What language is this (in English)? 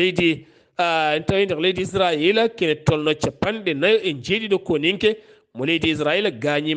Fula